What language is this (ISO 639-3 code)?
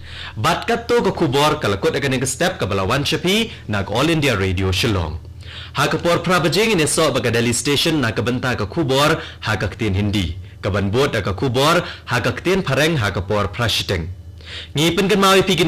kha